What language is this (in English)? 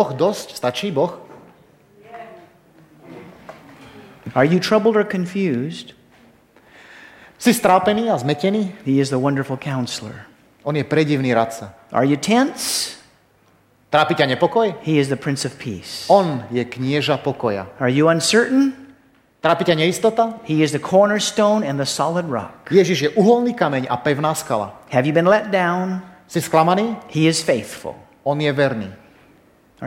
Slovak